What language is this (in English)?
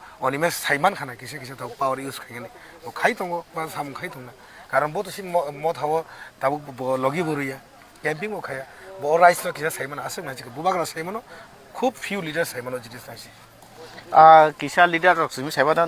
Kok Borok